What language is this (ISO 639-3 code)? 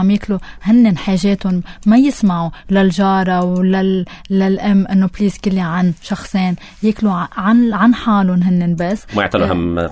apc